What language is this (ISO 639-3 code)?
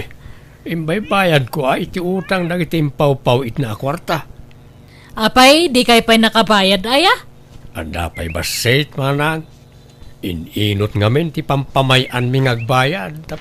ilo